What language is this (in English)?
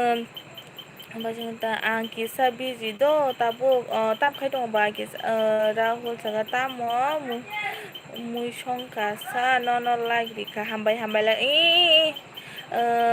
Kok Borok